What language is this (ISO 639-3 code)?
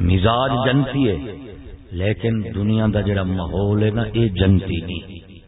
skr